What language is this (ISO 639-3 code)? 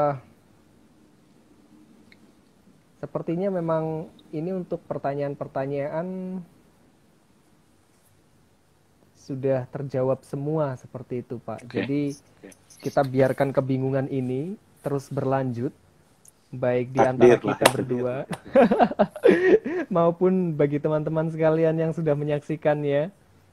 ind